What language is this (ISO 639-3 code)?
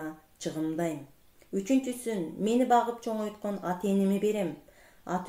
kir